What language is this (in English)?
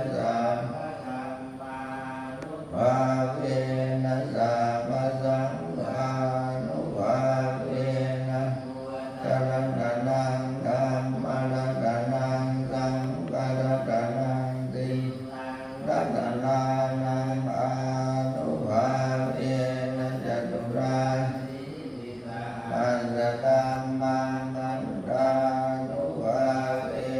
Pali